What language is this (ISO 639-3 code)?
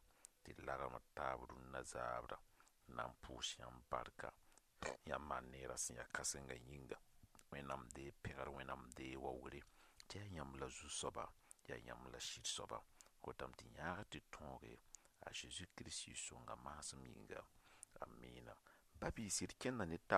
mos